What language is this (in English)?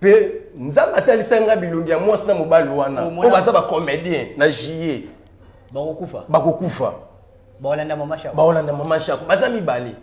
Lingala